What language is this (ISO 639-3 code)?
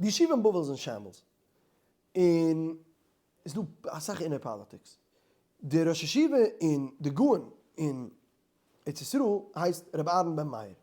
yid